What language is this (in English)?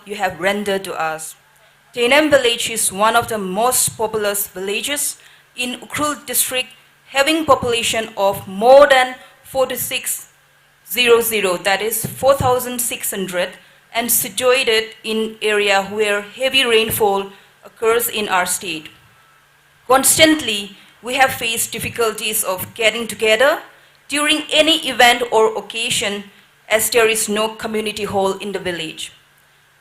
Tangkhul Naga (India)